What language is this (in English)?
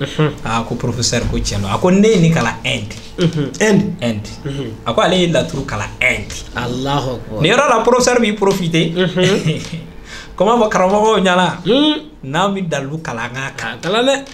Bambara